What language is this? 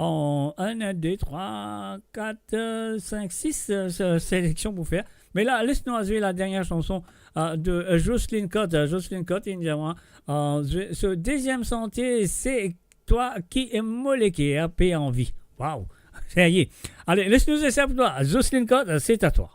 Morisyen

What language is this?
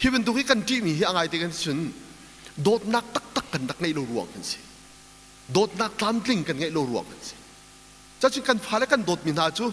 Hakha Chin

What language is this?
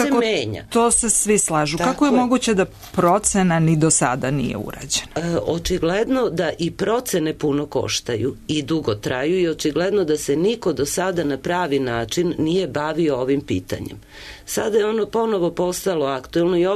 Serbian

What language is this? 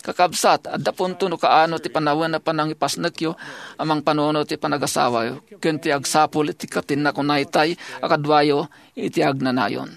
Iloko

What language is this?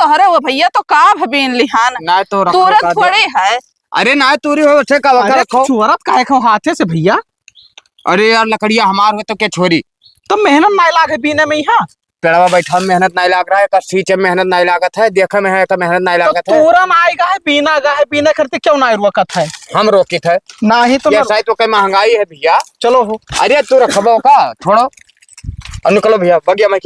Awadhi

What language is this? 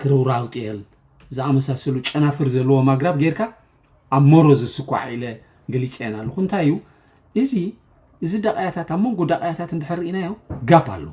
Tigrinya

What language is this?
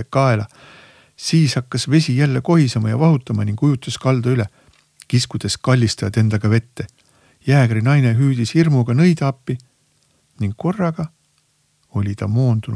Estonian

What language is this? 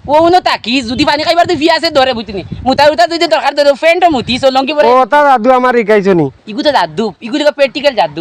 Sylheti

